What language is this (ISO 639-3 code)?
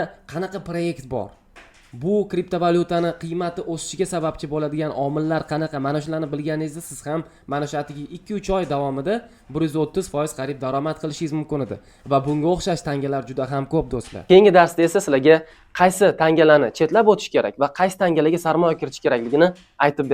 uzb